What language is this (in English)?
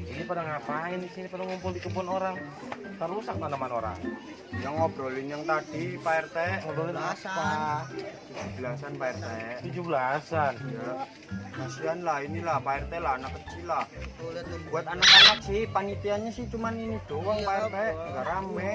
Betawi